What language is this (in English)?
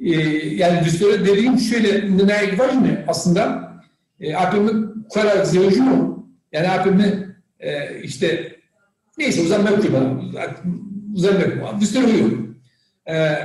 Zaza